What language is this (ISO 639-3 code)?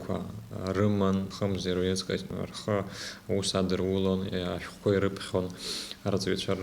abk